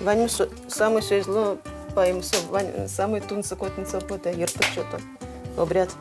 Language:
Udmurt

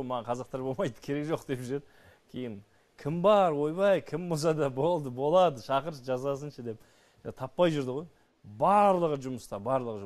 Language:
Kazakh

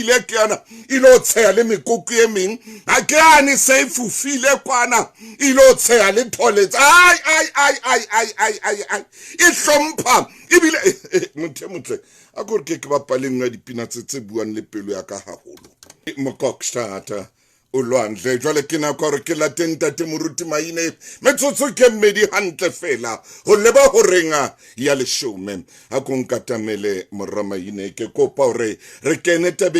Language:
Southern Sotho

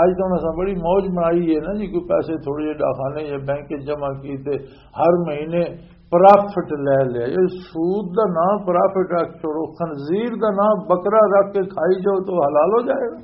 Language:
Western Panjabi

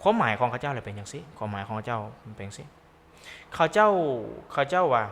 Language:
Lao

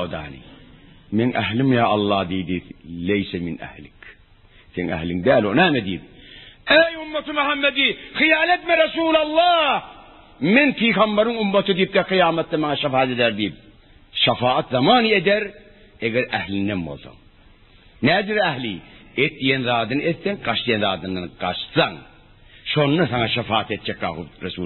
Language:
Turkmen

